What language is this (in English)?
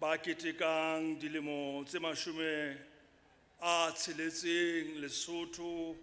Southern Sotho